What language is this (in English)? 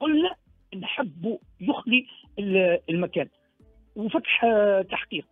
Tunisian Arabic